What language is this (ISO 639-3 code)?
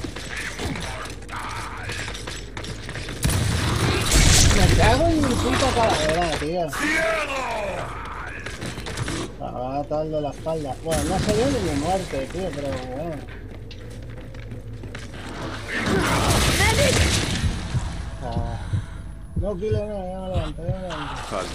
spa